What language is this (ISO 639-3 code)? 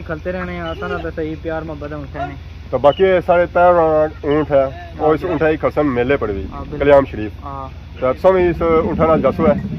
phr